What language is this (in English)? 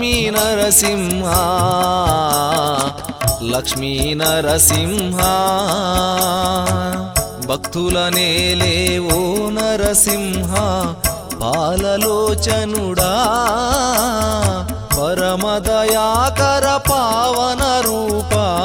Telugu